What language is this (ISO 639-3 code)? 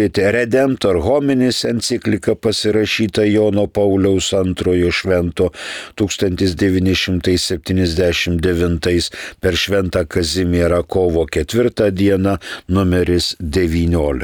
lit